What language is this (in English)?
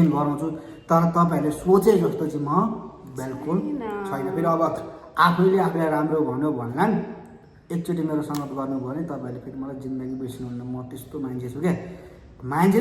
Nepali